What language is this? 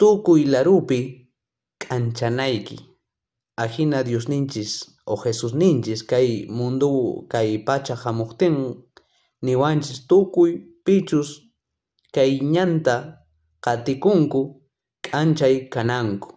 South Bolivian Quechua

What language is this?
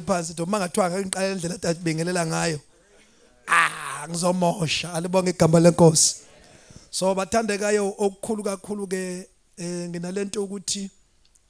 Zulu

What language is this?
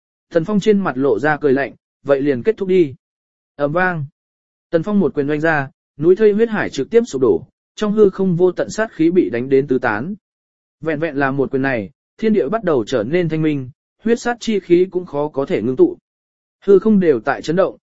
Vietnamese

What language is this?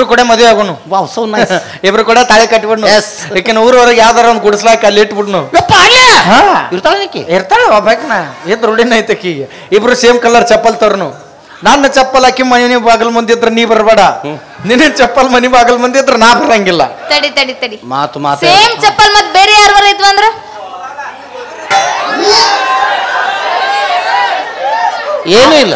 Kannada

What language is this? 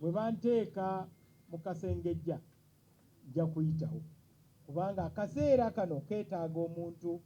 Ganda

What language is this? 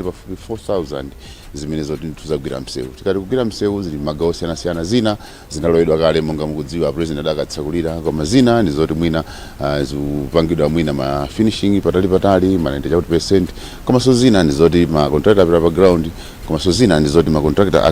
Nyanja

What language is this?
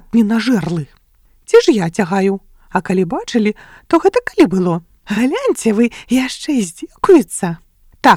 Belarusian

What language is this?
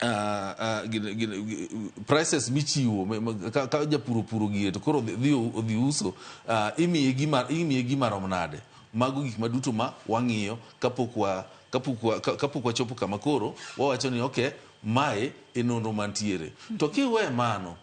Luo (Kenya and Tanzania)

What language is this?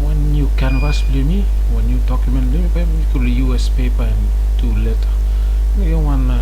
Bislama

